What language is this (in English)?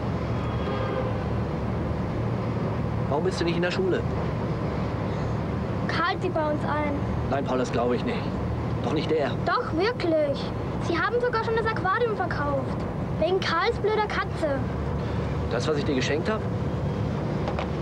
German